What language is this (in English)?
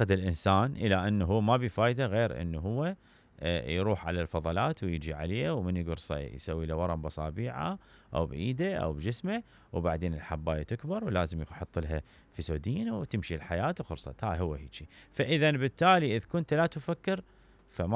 Mesopotamian Arabic